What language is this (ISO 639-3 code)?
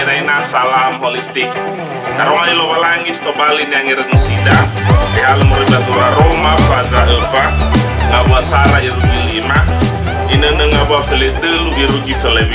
nia